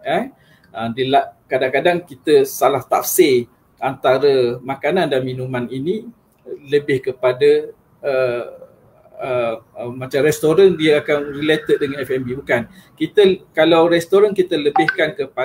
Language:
Malay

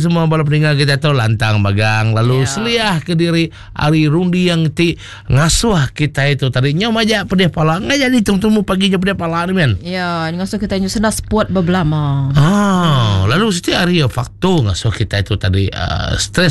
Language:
Iban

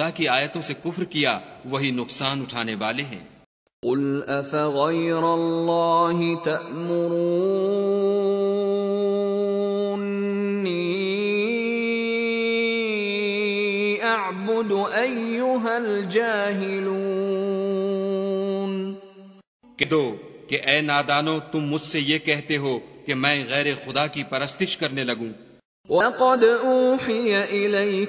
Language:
Urdu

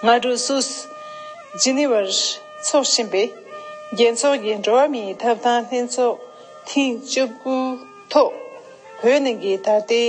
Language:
Tibetan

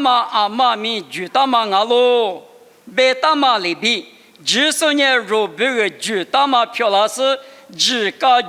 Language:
Lisu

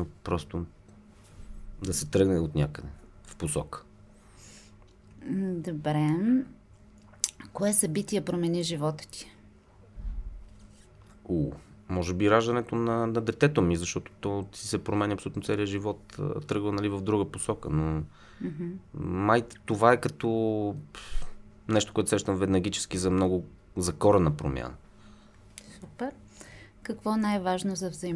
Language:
Bulgarian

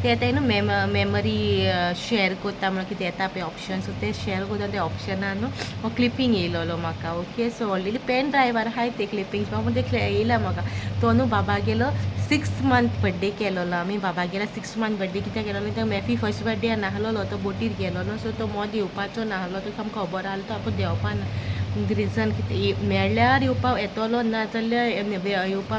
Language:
Konkani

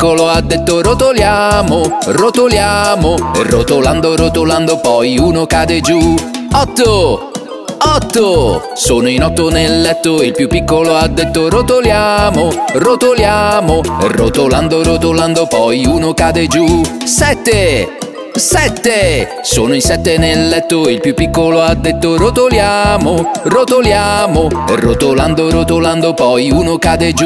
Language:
Italian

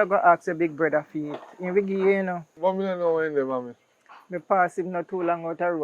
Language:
Jamaican Creole English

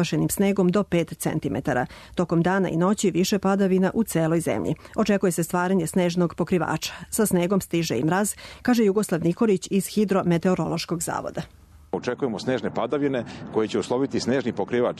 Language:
Serbian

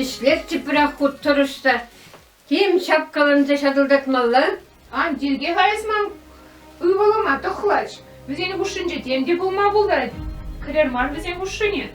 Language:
Chuvash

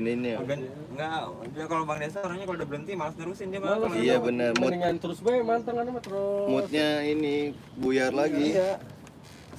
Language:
Betawi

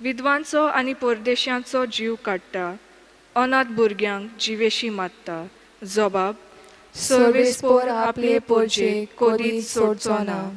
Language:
Konkani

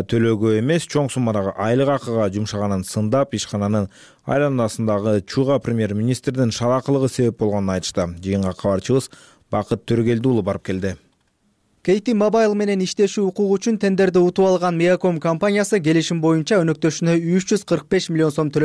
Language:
Kyrgyz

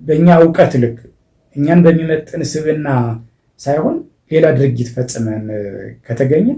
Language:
Amharic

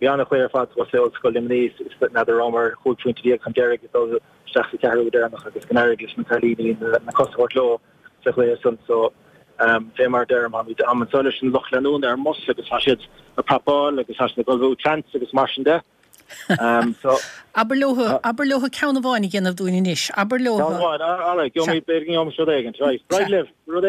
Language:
Irish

